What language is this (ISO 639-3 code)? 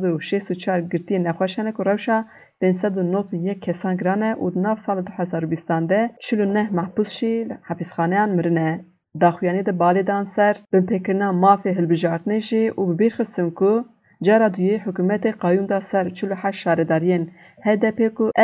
kur